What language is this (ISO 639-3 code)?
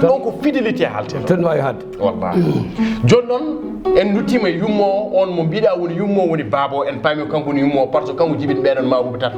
ful